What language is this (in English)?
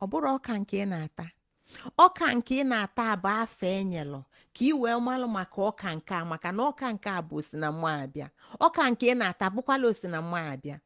Igbo